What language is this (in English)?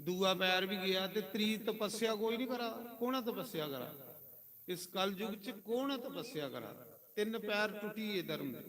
Dogri